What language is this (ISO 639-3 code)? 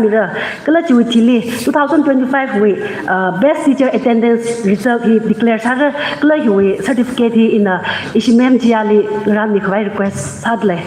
nmf